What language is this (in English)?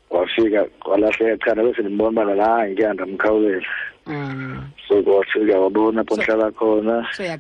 Xhosa